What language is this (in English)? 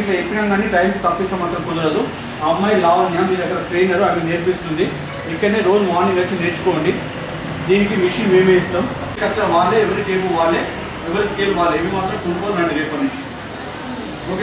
Telugu